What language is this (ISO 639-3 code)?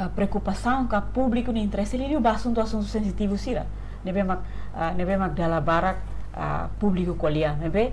tet